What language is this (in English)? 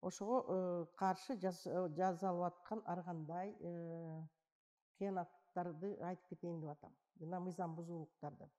Kyrgyz